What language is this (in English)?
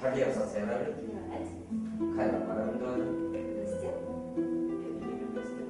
Chuvash